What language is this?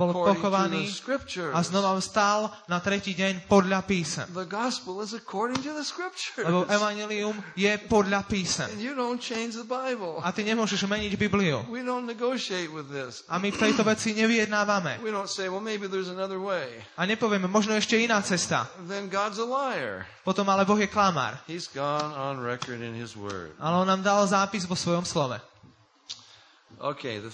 Slovak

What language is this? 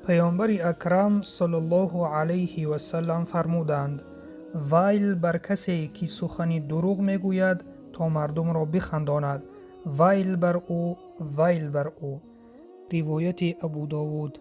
Tajik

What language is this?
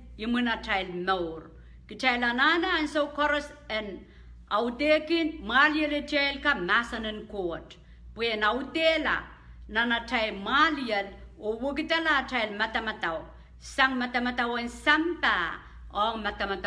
Pohnpeian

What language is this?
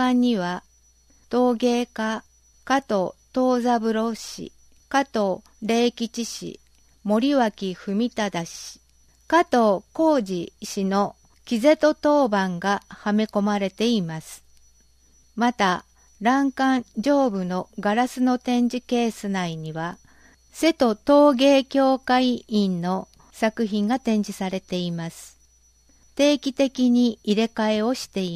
Japanese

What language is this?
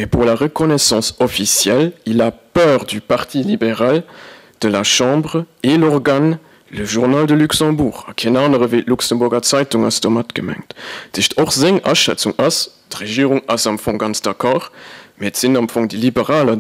Luxembourgish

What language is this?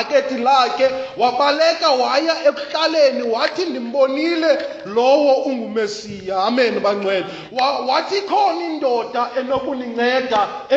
Xhosa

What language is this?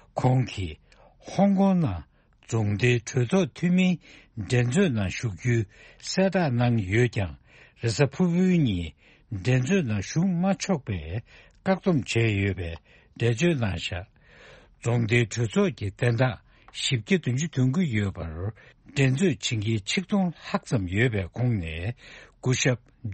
Tibetan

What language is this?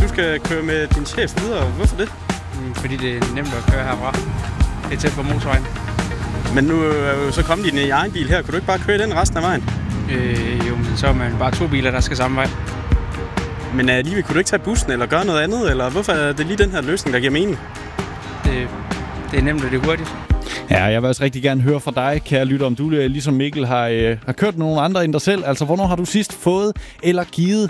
Danish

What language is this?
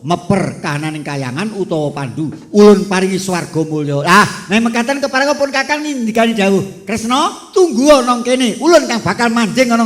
Javanese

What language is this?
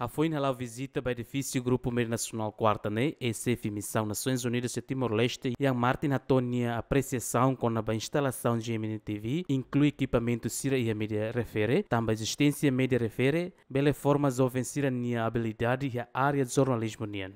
Tetum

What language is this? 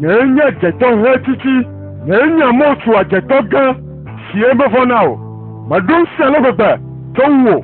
Ewe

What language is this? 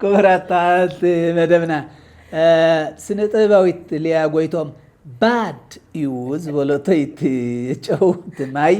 Tigrinya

